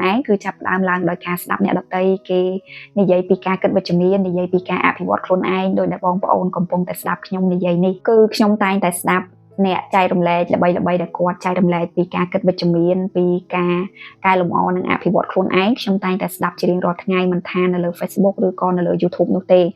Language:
Khmer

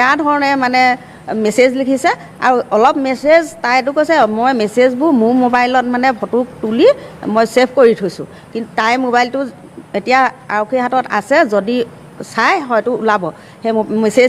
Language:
Assamese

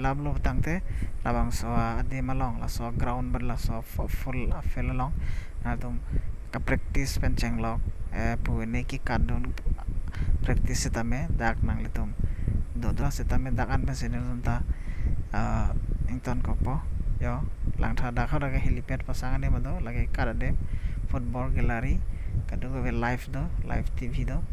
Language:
Karbi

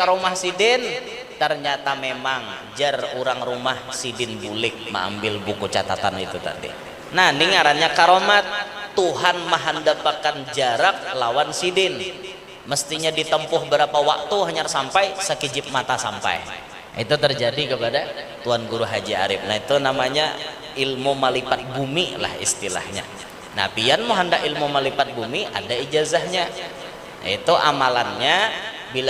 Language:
Banjar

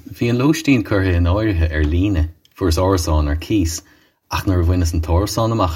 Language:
Irish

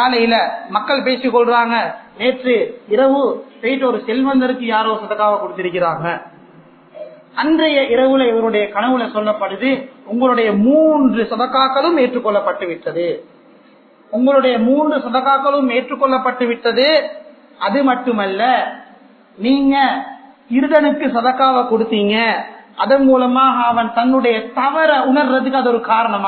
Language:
Tamil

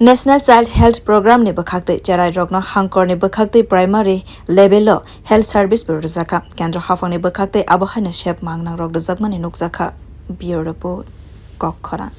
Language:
Kok Borok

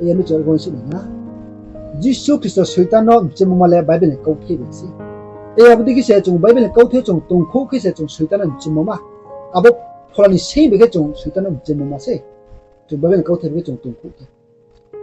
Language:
Riang (India)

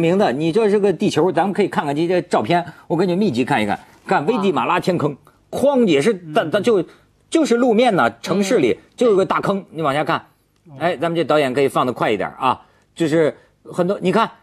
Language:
Chinese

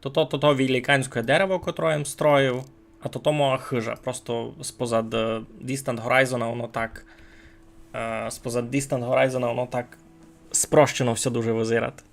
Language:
Rusyn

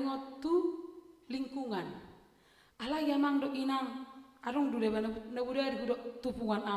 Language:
Batak Toba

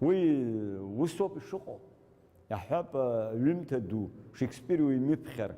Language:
Abkhazian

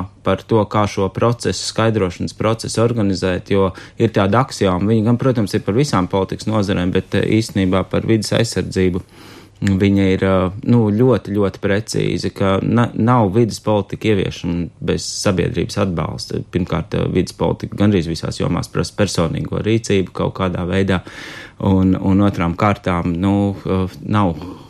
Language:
Latvian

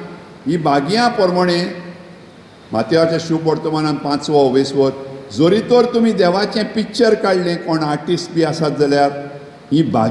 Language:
Konkani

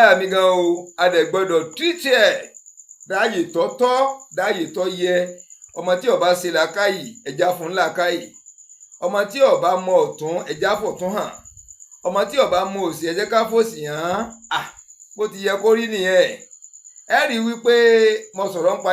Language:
Yoruba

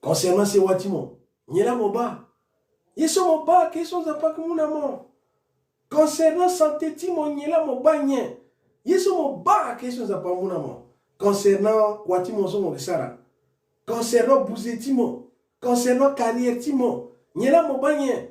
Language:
Sango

